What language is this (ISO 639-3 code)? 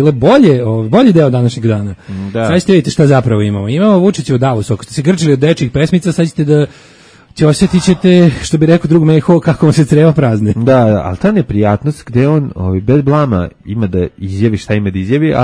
srp